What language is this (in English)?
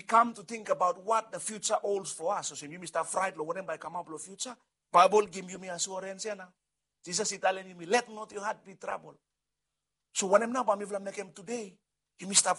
Bislama